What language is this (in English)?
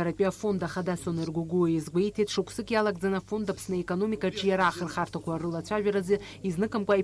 Abkhazian